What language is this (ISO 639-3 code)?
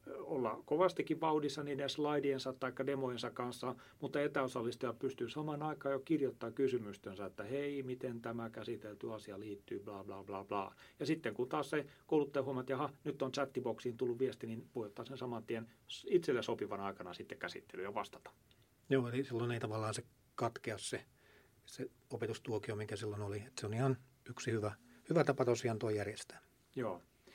fin